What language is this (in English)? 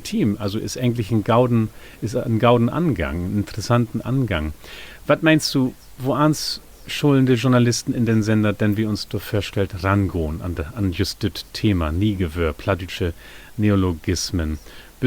Low German